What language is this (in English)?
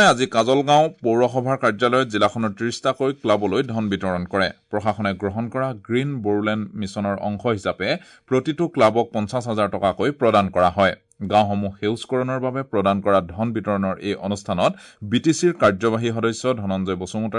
Assamese